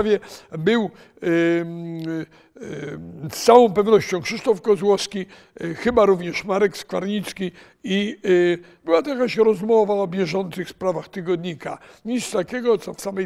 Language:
Polish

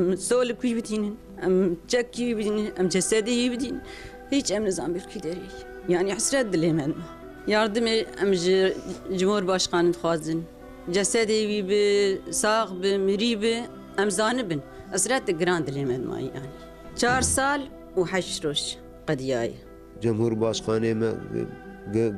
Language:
Kurdish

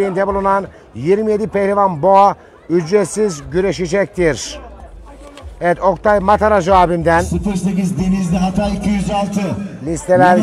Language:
Turkish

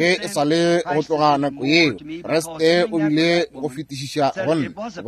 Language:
Northern Sotho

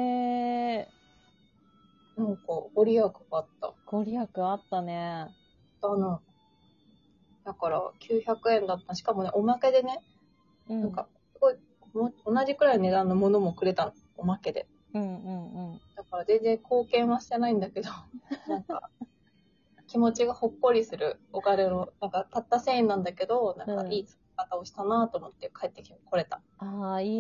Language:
Japanese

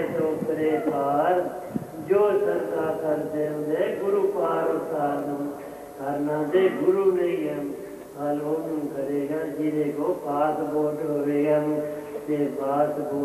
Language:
Punjabi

